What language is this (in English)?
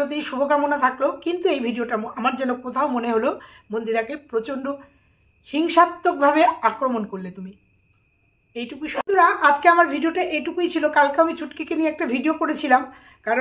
Bangla